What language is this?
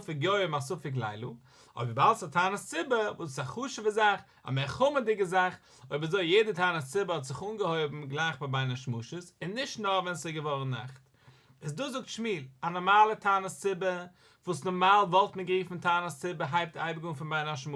Yiddish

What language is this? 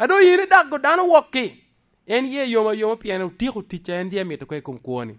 Lango (Uganda)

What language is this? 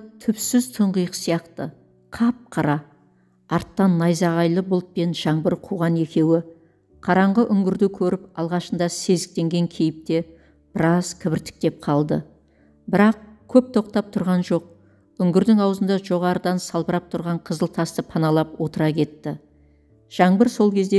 Kazakh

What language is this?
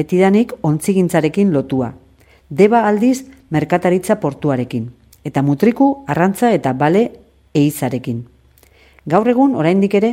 Basque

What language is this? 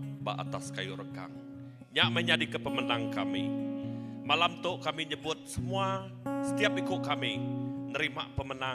Iban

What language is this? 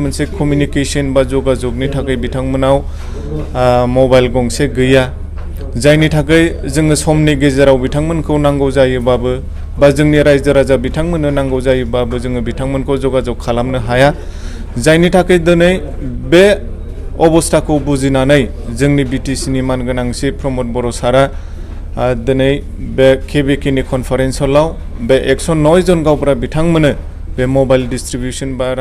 Bodo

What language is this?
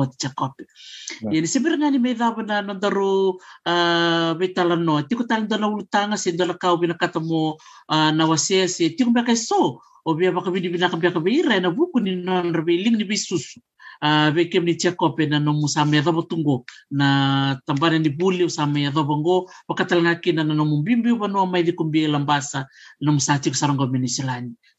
Fijian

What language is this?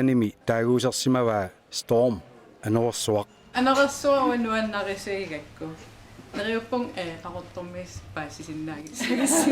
Kalaallisut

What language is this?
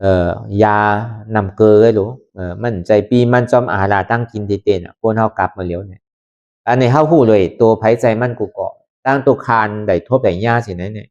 Lü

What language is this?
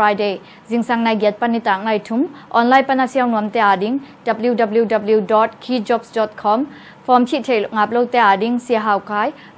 Tedim Chin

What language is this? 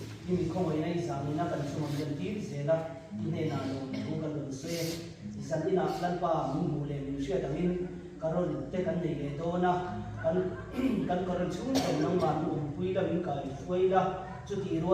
Mizo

